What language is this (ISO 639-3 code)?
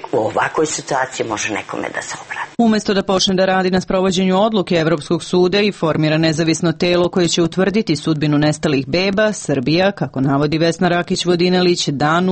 srp